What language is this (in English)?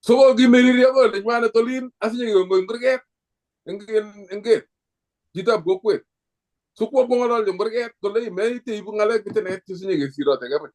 Kalenjin